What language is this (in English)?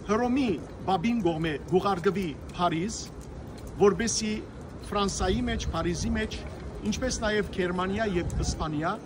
Western Armenian